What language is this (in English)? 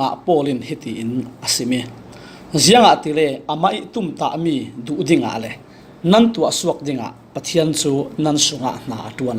Falam Chin